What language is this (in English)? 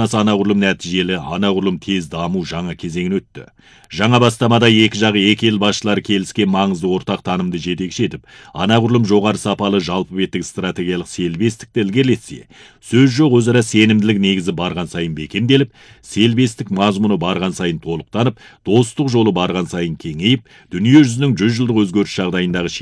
Kazakh